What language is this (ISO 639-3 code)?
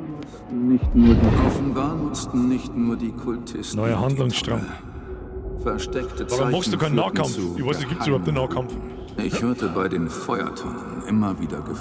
bar